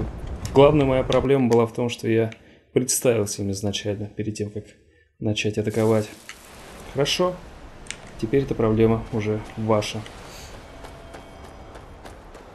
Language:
Russian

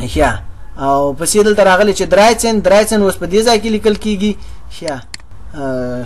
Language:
Pashto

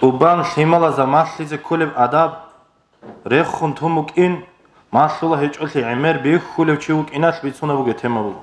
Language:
Avaric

